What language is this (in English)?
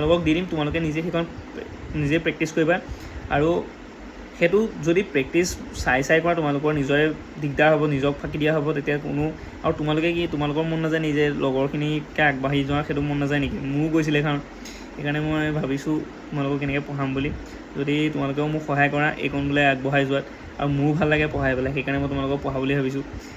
Assamese